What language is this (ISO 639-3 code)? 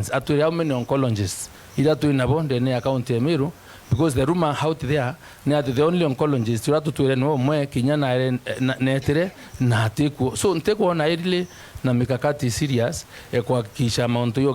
mer